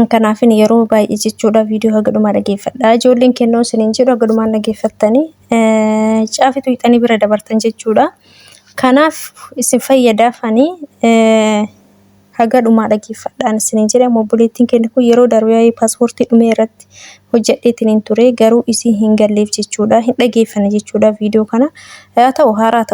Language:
Oromo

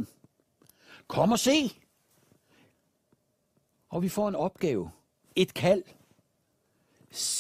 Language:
Danish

